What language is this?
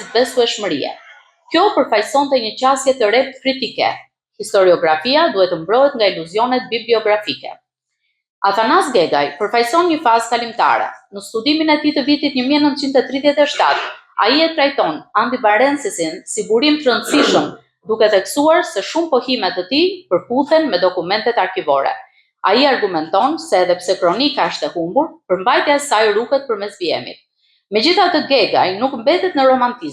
Albanian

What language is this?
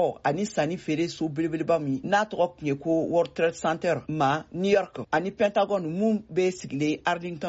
Bambara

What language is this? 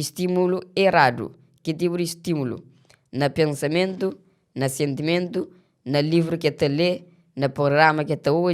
Kabuverdianu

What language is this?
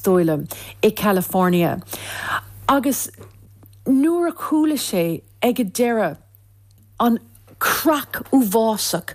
Irish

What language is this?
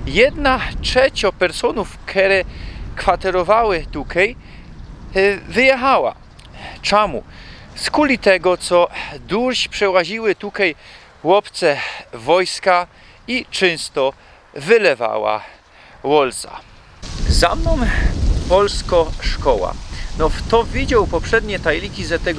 Silesian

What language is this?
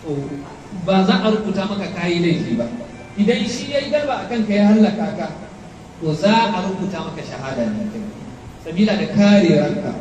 Hausa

